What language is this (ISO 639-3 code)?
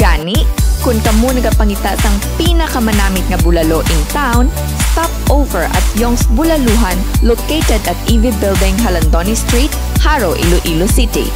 hil